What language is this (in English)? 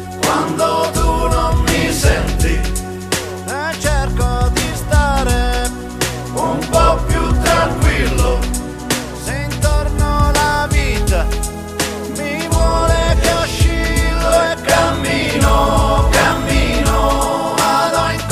Italian